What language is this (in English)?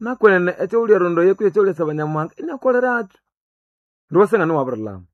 Nande